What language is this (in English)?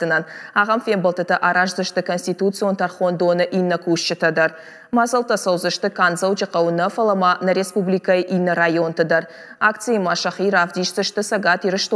Ossetic